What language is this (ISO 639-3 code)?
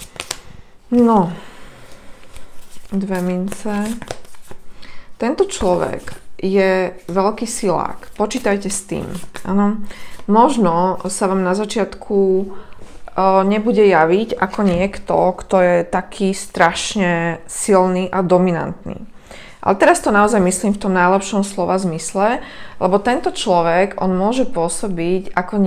slk